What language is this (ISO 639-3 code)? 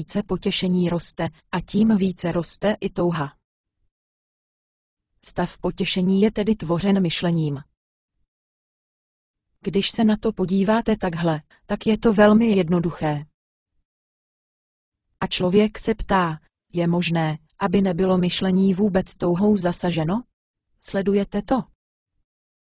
ces